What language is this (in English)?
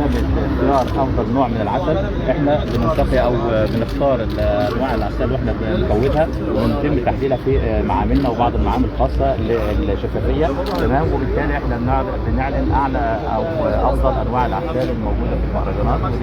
Egyptian Arabic